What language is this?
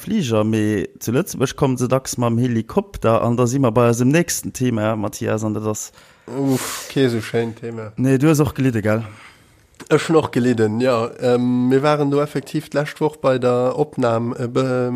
Luxembourgish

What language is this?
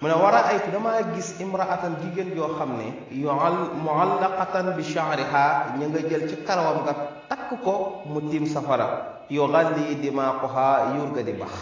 Wolof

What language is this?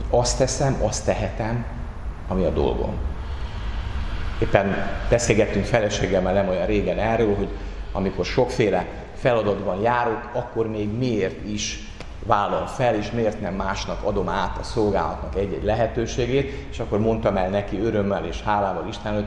Hungarian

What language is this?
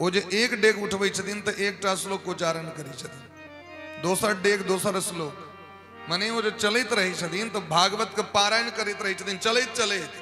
Maithili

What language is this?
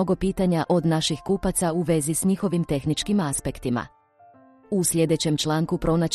Croatian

